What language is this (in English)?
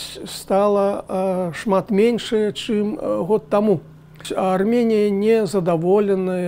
Belarusian